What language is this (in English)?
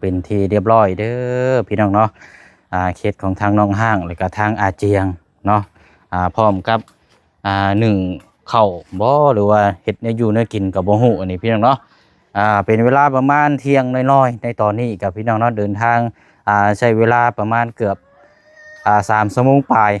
Lao